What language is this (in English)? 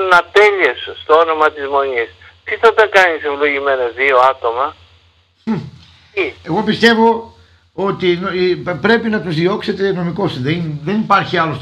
Greek